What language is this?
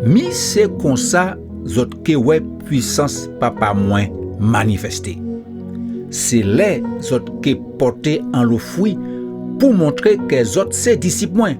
Guadeloupean Creole French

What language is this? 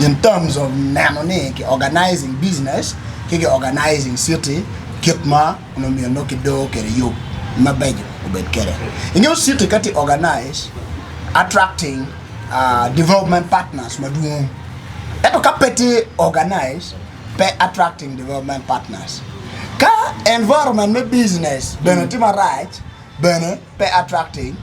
Acoli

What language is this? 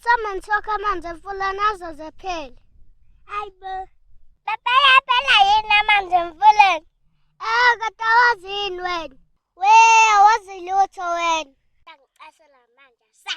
Zulu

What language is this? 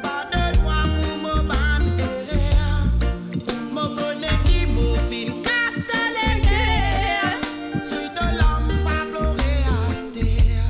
Morisyen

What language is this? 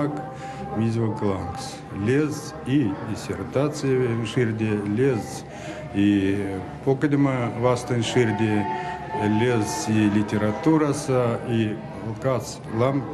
Erzya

